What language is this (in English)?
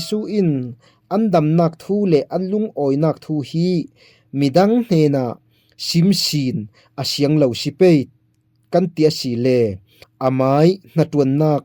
Falam Chin